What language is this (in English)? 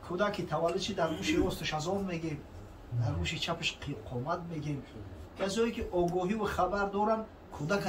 Tajik